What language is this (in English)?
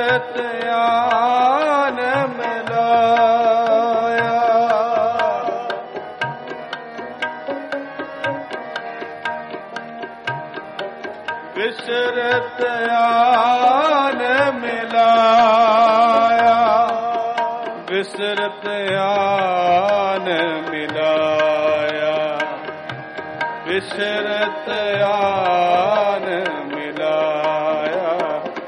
Punjabi